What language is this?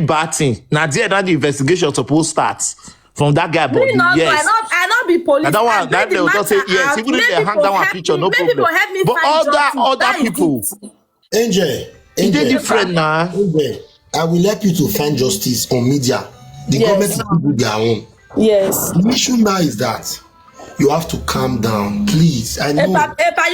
Nigerian Pidgin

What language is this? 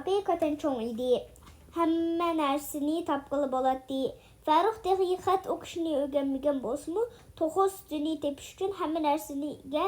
Uyghur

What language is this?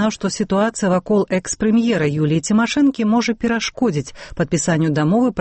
Belarusian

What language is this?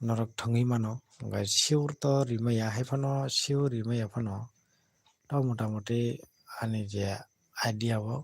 Kok Borok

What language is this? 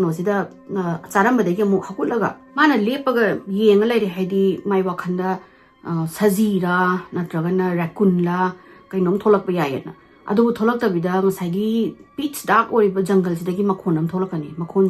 Manipuri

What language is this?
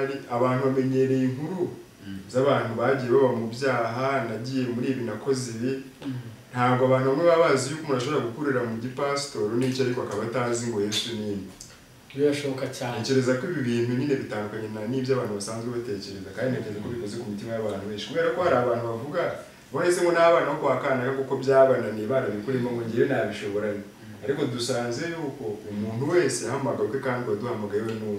Kinyarwanda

